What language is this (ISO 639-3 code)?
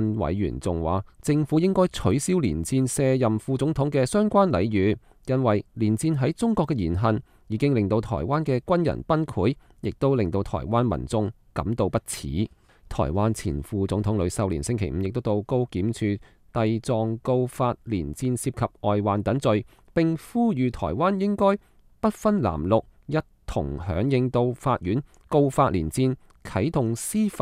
yue